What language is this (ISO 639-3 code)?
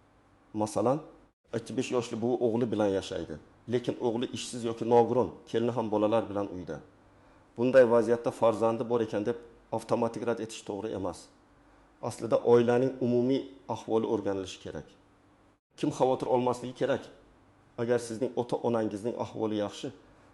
uzb